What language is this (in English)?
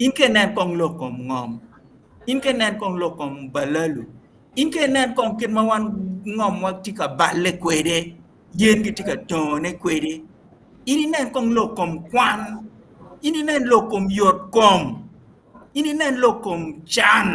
Acoli